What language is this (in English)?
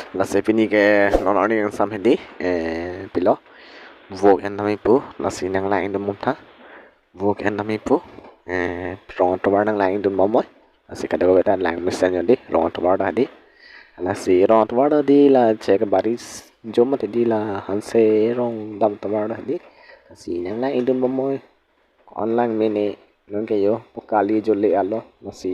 Karbi